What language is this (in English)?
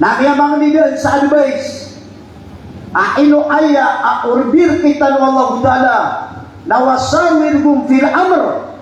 Maranao